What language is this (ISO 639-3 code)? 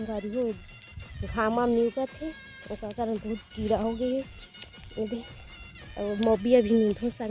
hne